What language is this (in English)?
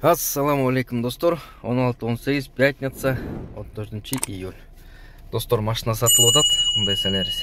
Kyrgyz